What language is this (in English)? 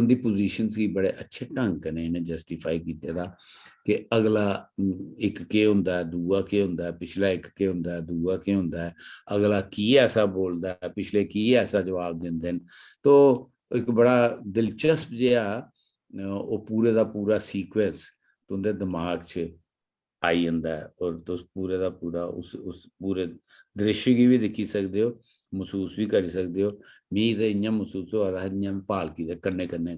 Dogri